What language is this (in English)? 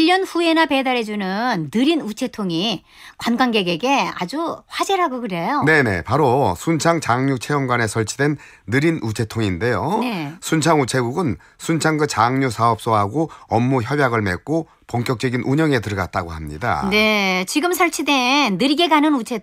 Korean